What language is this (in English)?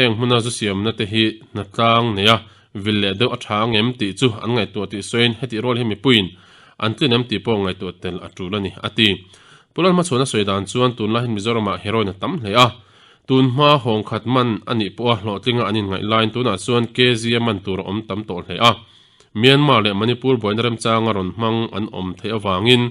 Mizo